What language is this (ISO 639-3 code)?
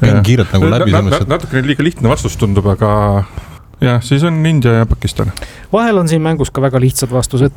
est